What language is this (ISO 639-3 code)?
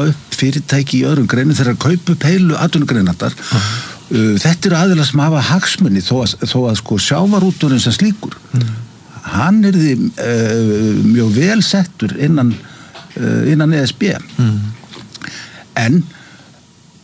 isl